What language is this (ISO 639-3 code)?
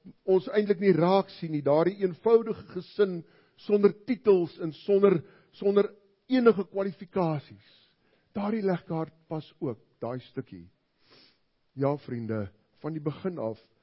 afr